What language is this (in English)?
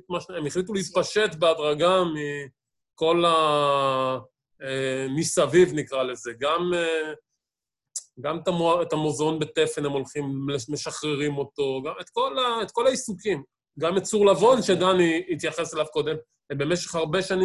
Hebrew